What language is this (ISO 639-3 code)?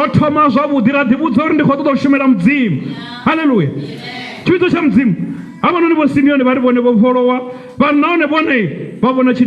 ven